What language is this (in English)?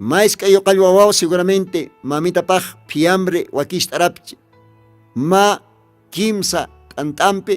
Aymara